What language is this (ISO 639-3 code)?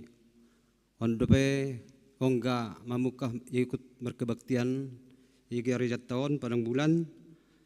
bts